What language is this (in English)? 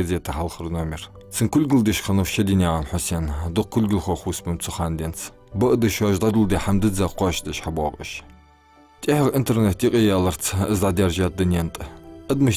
Ingush